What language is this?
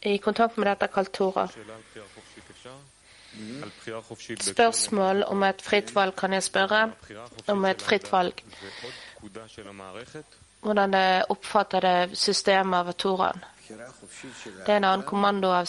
Norwegian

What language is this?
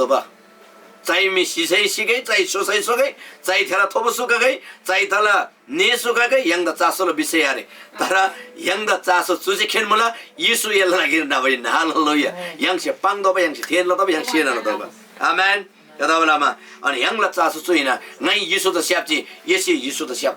Eastern Tamang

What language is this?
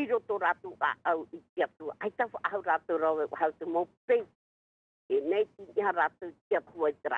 Tahitian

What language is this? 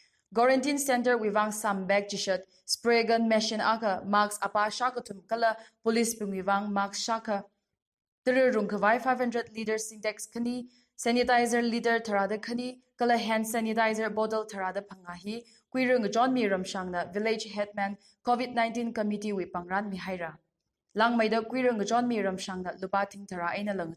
Tangkhul Naga (India)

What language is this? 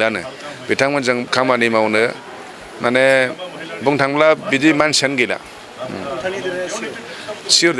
Bodo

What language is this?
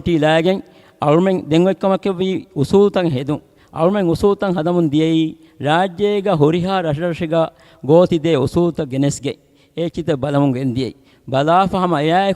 Divehi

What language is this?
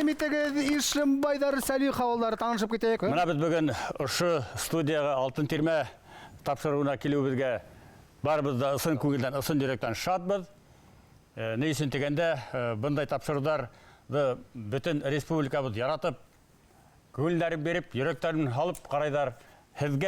Bashkir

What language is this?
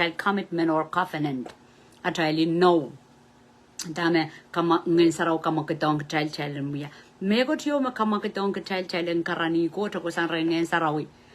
Pohnpeian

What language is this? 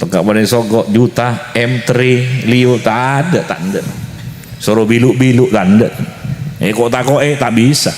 Madurese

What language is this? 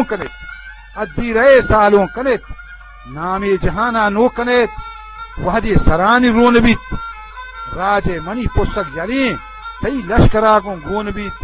Eastern Balochi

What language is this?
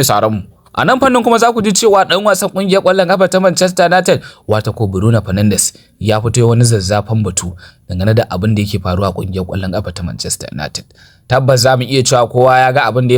Hausa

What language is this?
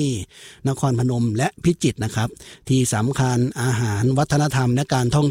Thai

